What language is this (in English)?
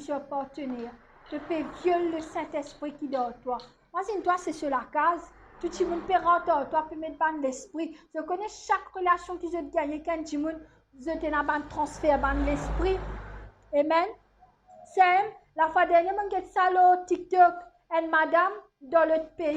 Morisyen